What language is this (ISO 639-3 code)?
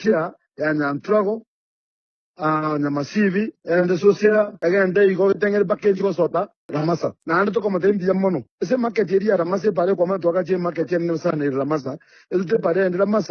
guz